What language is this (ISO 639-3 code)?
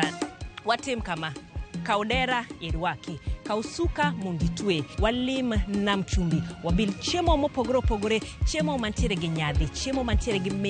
luo